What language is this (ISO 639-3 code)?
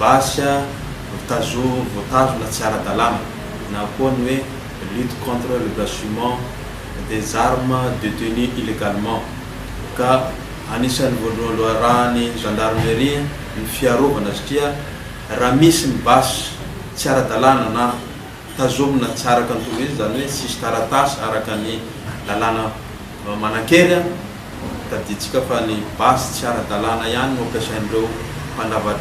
mlg